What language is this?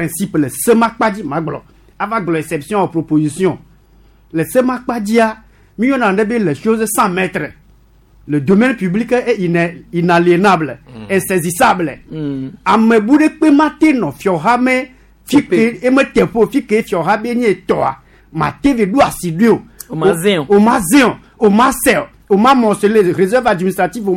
Gen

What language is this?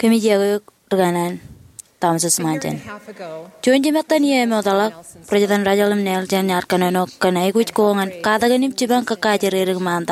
Marshallese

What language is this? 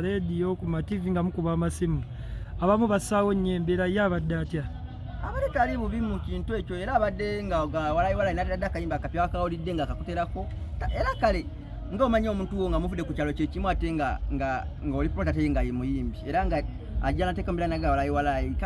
Ganda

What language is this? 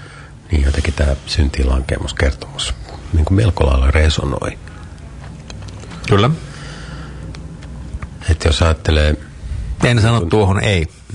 Finnish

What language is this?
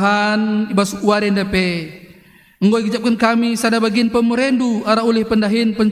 Batak Karo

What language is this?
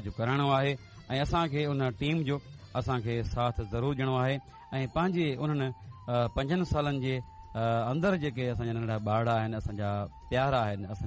Sindhi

